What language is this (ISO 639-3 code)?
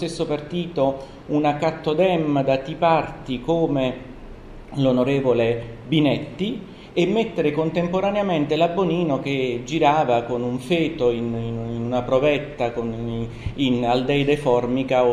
ita